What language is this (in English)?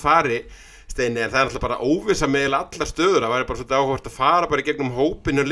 Icelandic